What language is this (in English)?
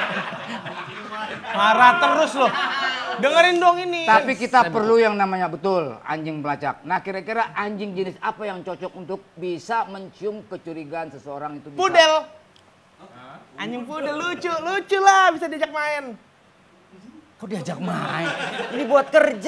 Indonesian